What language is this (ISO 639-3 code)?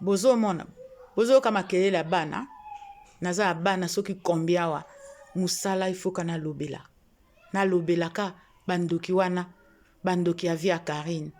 lin